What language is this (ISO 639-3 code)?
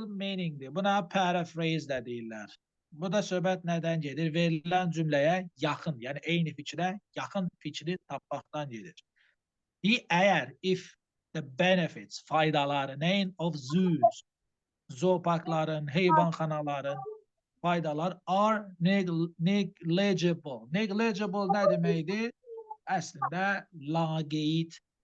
aze